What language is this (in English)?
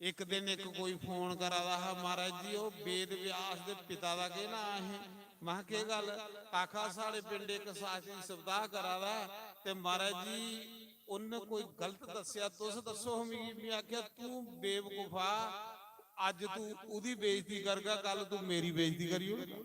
Dogri